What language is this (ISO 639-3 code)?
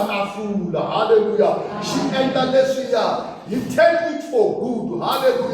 tso